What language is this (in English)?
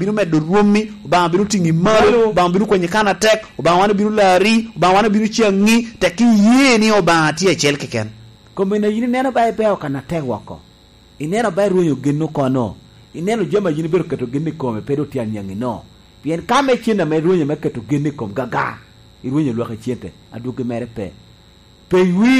Lango (Uganda)